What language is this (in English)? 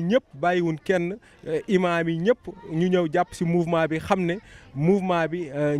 Wolof